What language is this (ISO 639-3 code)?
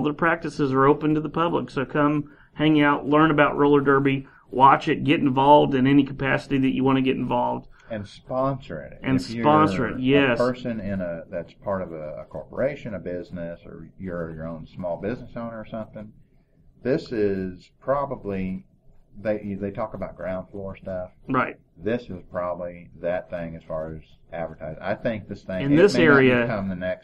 eng